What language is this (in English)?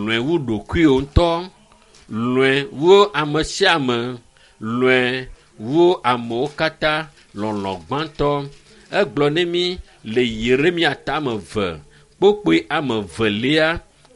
Ewe